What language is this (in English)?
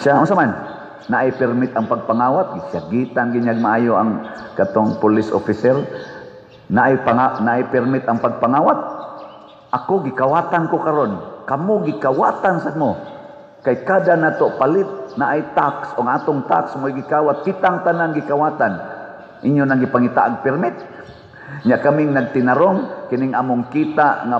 Cebuano